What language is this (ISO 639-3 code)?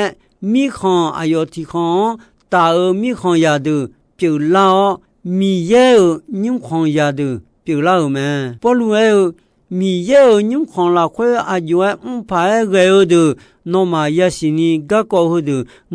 ahk